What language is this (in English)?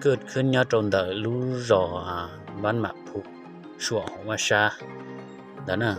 Hmong